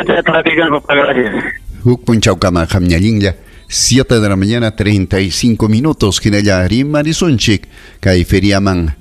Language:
Ayacucho Quechua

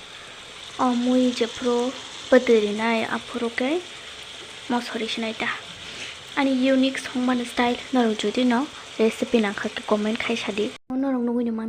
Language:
Kok Borok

